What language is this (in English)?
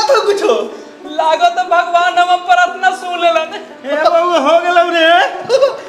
Magahi